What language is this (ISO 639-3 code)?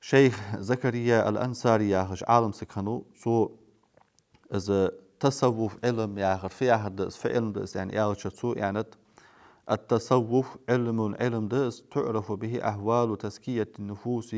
inh